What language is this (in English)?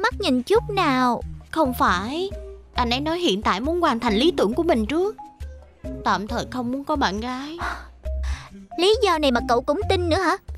Vietnamese